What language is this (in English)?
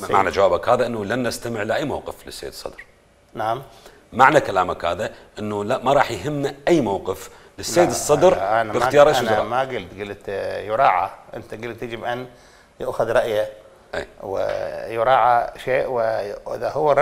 Mesopotamian Arabic